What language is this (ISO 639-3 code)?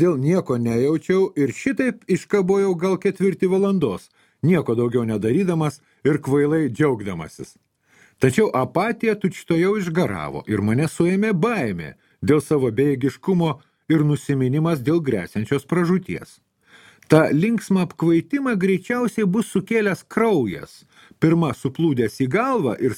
lit